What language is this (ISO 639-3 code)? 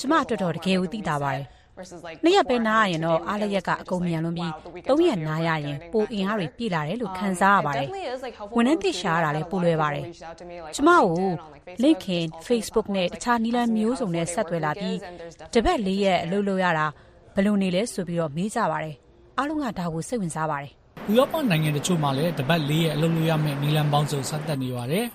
mya